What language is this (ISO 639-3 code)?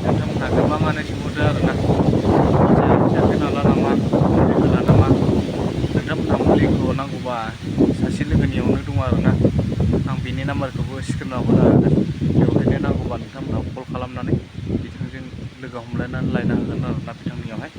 brx